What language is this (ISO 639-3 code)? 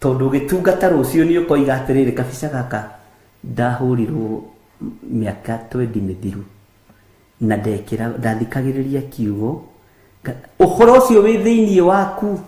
kik